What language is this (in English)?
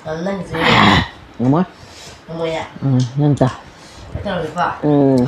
Manipuri